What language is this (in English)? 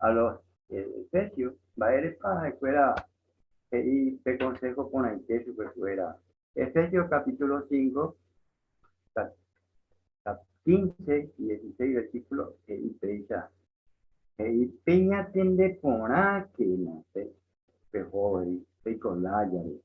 Guarani